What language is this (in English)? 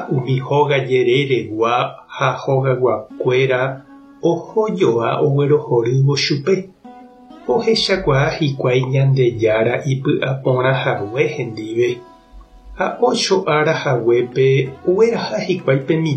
Guarani